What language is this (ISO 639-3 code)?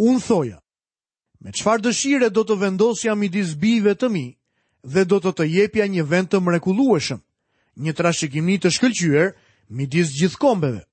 sqi